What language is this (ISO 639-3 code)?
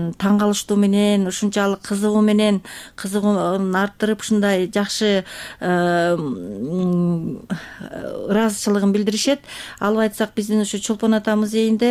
kir